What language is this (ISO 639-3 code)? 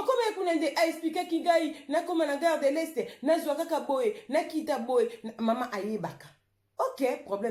lin